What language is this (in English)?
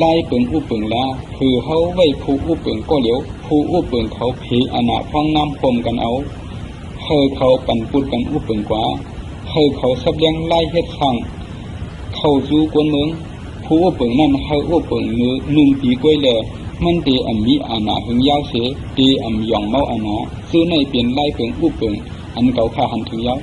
Shan